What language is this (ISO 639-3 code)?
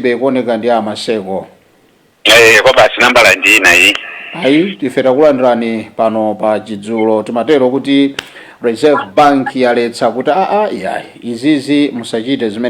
nya